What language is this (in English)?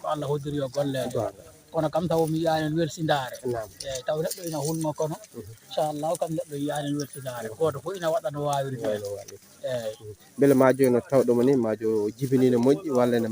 Fula